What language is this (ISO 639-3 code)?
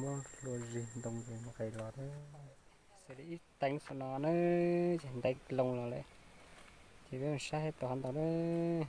hmn